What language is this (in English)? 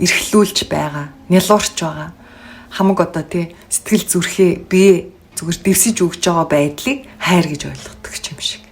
Mongolian